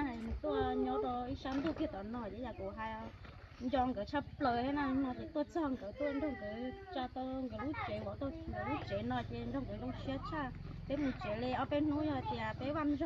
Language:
Hmong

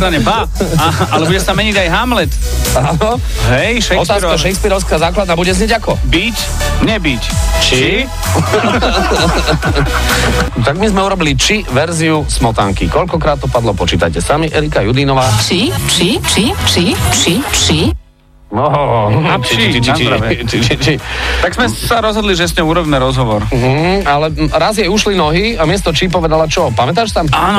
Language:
Slovak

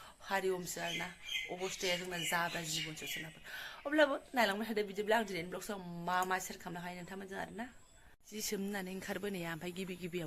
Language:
Bodo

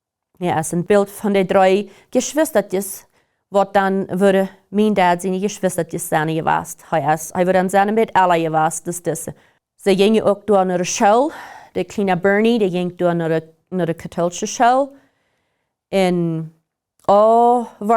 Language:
Plautdietsch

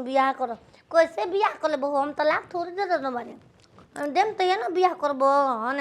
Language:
Bhojpuri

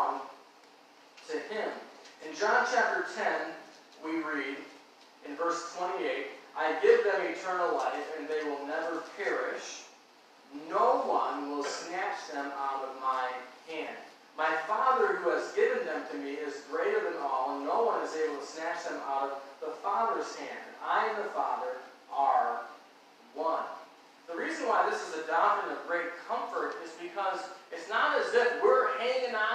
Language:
English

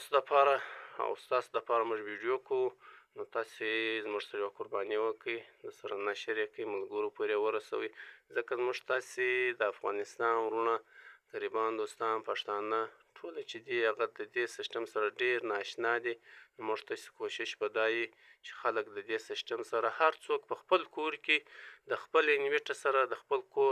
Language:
Pashto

